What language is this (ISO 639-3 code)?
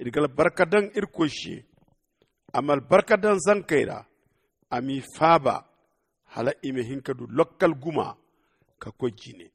dje